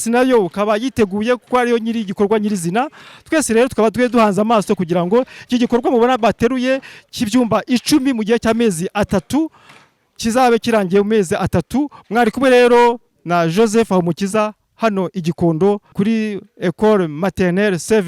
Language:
Kinyarwanda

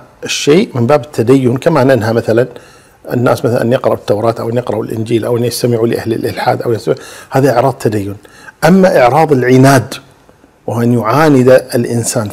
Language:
Arabic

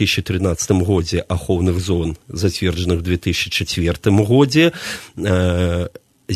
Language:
Belarusian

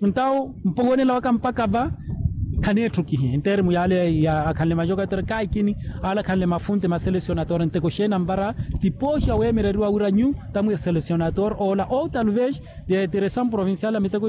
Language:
Makhuwa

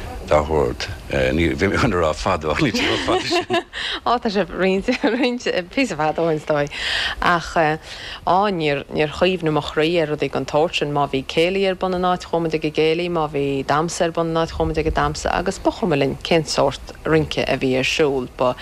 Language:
Irish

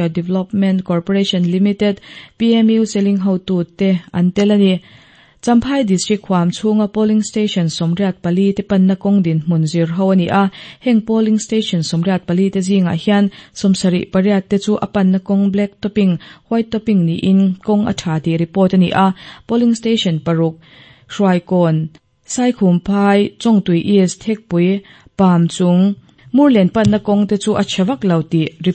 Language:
Mizo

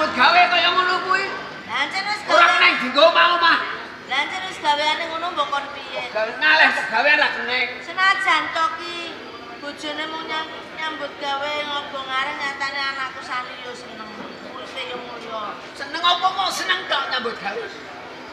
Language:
Javanese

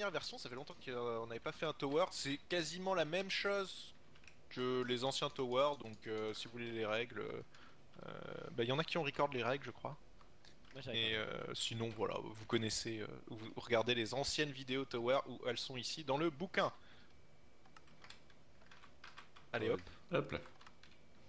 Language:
French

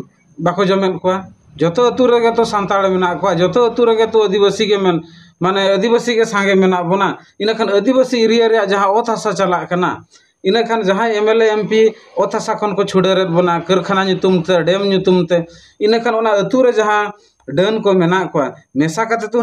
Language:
Santali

